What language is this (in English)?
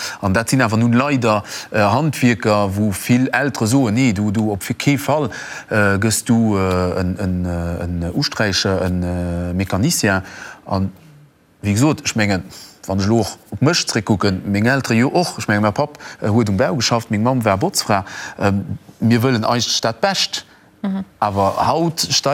Luxembourgish